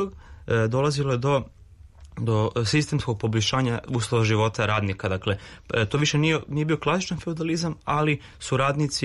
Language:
Serbian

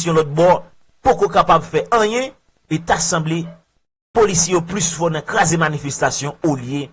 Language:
Haitian Creole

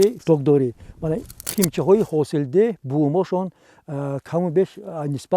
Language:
Tajik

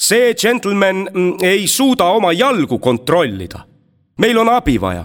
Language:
Estonian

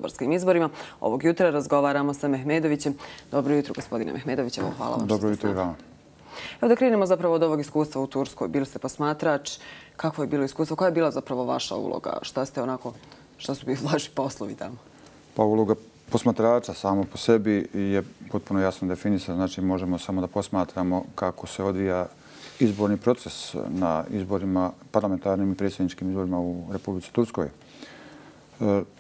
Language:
Bosnian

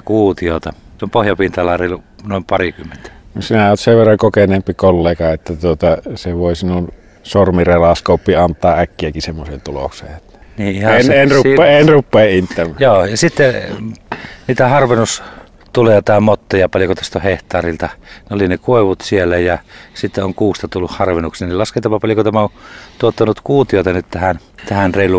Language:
Finnish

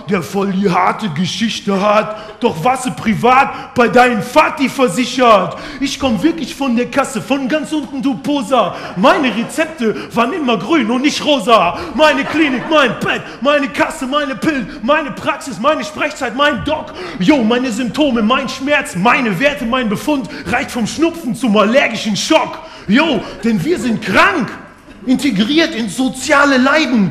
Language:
German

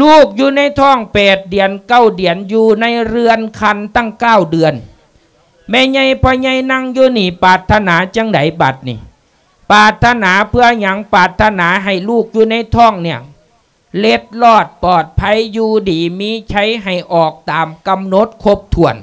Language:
Lao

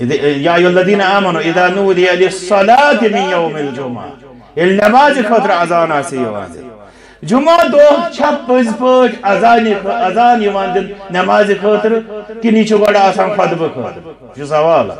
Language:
Kashmiri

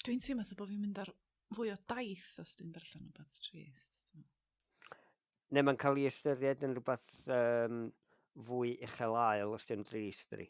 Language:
Welsh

